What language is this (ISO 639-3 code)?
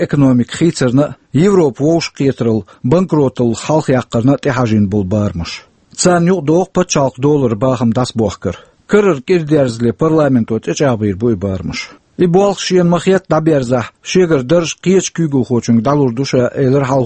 che